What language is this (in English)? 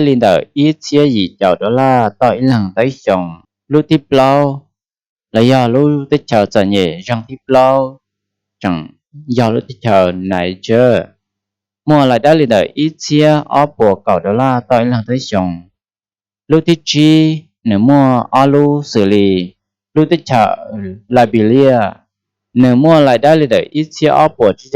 Hmong